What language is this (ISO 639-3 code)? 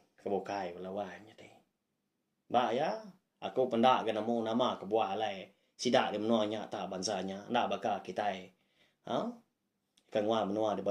iba